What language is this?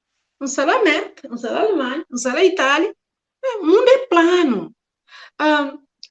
Kabuverdianu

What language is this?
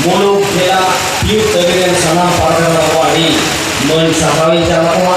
Santali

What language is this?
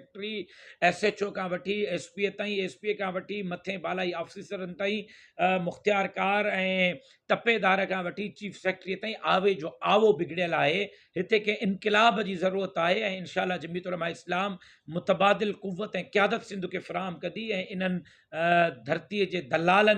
Sindhi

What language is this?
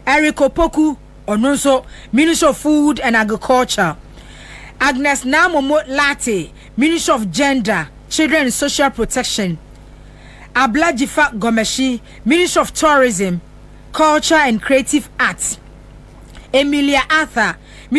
Akan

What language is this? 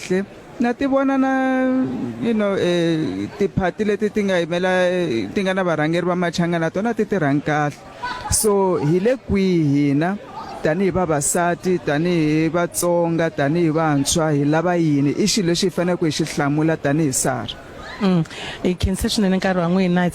Tsonga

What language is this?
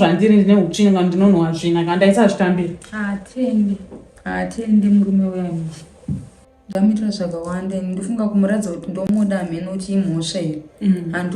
Shona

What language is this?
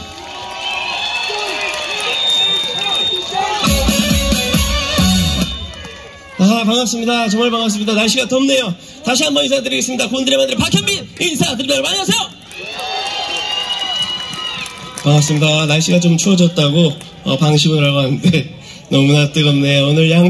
Korean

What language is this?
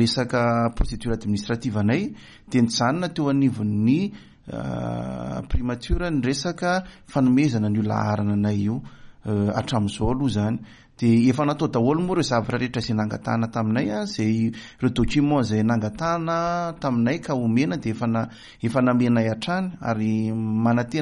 Malagasy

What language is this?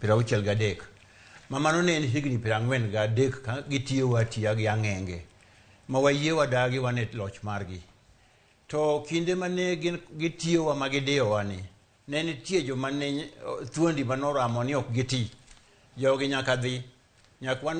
Luo (Kenya and Tanzania)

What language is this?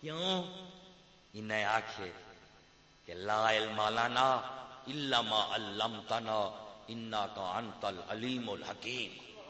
Saraiki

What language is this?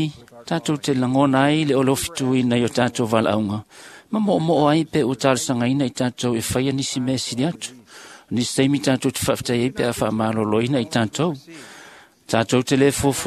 Samoan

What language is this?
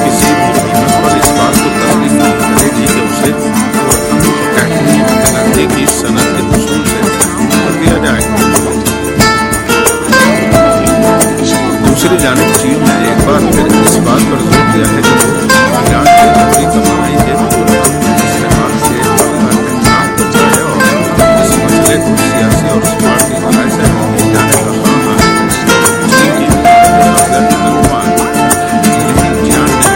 Urdu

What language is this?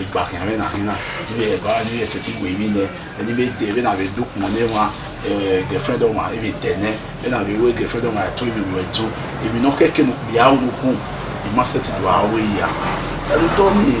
Bini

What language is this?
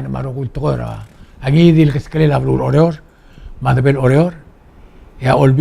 Palauan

